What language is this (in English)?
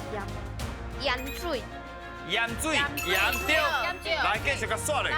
Min Nan Chinese